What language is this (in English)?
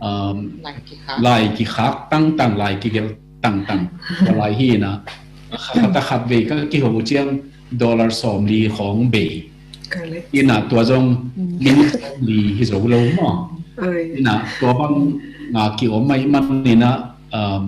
Tedim Chin